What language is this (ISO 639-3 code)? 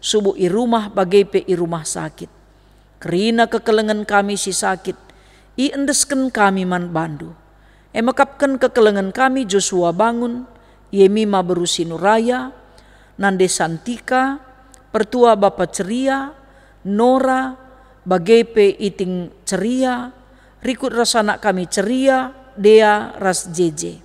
btx